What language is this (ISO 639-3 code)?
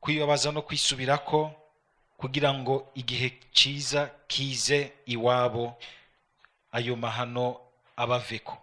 run